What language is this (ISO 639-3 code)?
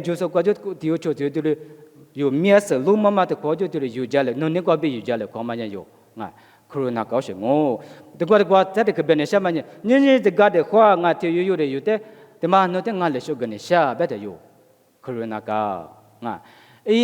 lis